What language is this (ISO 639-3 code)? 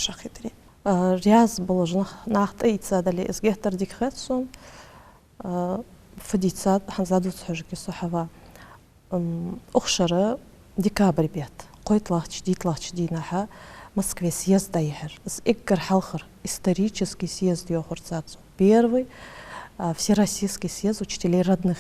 inh